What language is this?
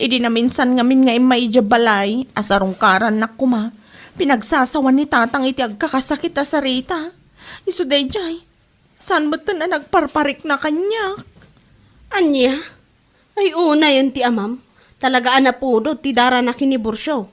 Iloko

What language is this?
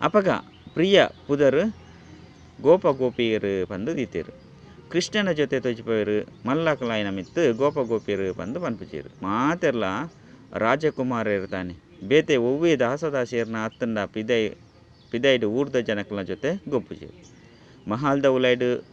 Tulu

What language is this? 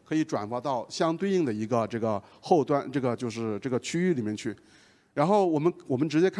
Chinese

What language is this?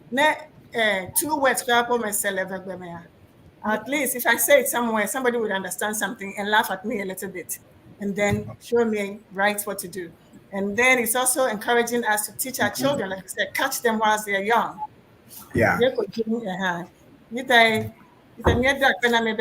Ewe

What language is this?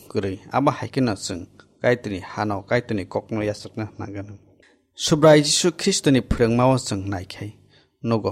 Kok Borok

